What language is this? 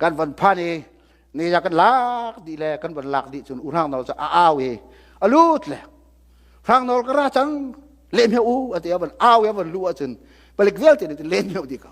Hakha Chin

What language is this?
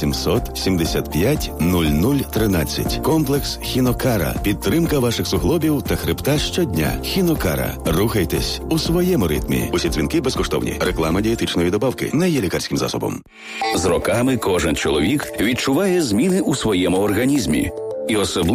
Ukrainian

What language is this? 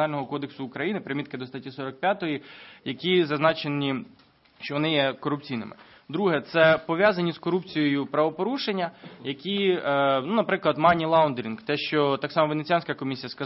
Ukrainian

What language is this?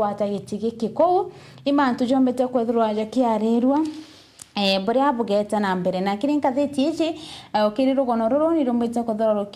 Meru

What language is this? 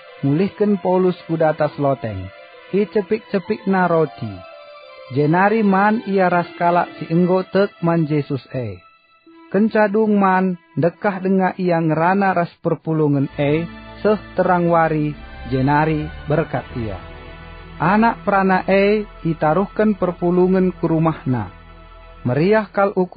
Batak Karo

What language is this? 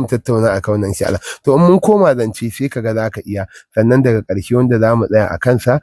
Hausa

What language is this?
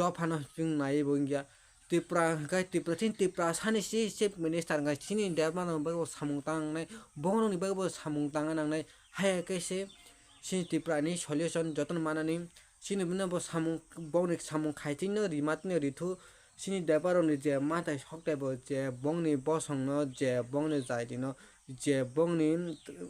Kok Borok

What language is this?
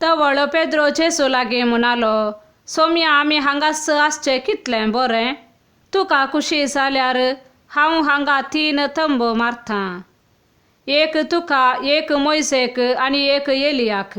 Konkani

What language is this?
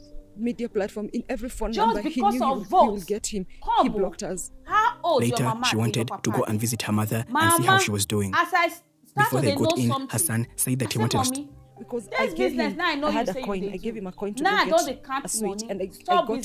Nigerian Pidgin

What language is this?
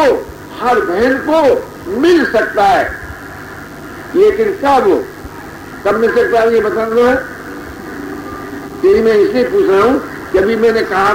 Hindi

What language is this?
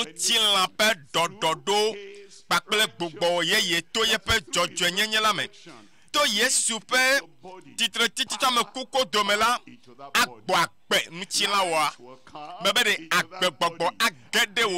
Ewe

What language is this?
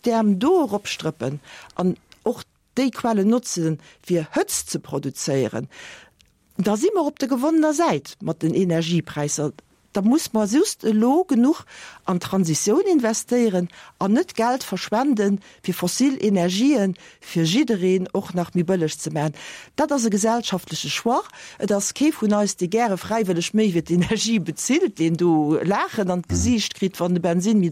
Luxembourgish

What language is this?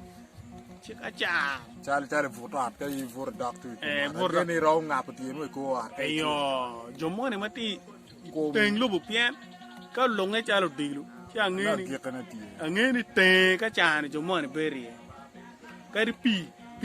Acoli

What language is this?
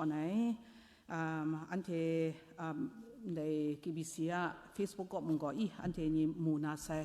Kachin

